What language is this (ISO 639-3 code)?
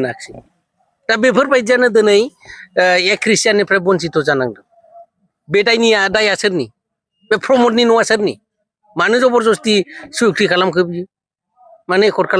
brx